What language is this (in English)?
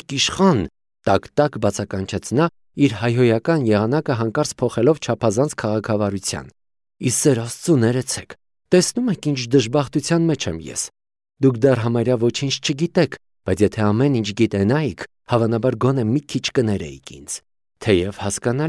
Armenian